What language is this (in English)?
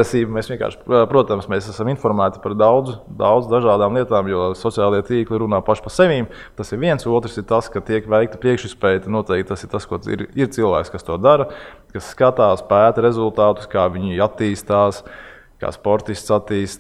Latvian